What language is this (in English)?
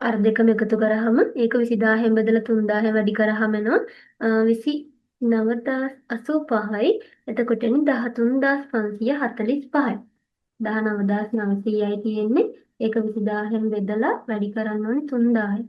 Sinhala